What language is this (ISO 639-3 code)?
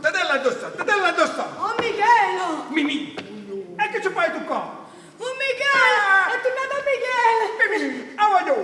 nap